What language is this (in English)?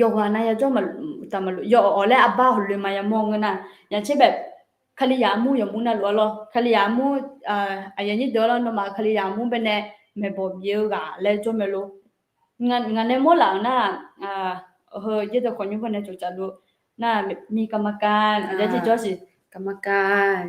Akha